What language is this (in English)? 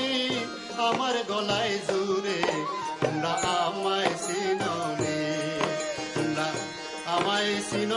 Bangla